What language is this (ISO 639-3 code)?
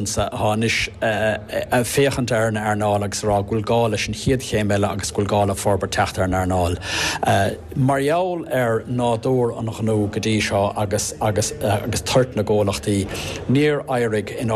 gle